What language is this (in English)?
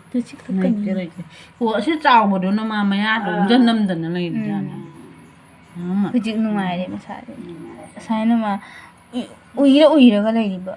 Manipuri